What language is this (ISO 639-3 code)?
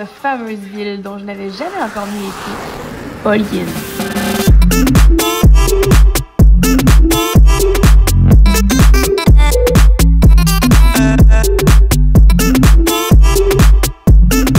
fra